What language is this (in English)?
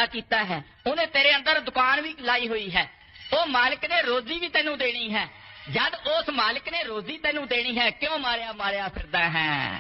Punjabi